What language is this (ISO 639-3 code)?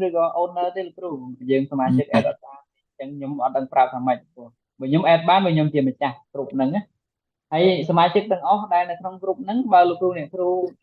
khm